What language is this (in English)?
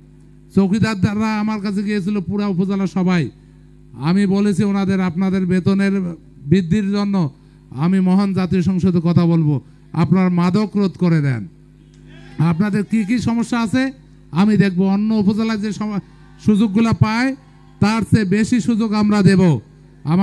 Bangla